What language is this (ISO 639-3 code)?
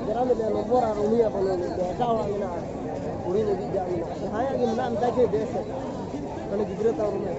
sat